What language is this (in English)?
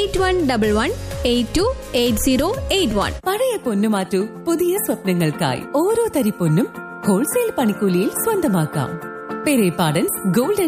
Malayalam